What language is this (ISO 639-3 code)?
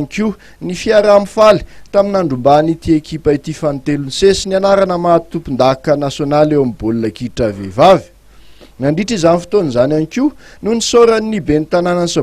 mlg